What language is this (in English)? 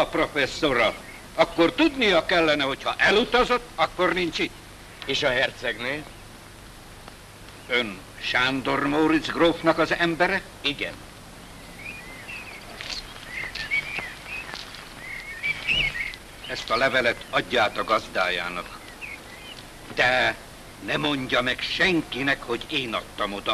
Hungarian